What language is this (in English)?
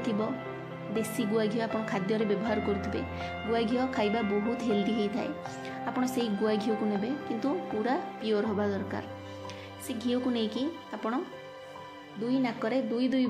Odia